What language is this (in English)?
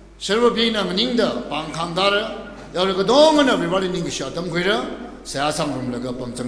Tangkhul Naga (India)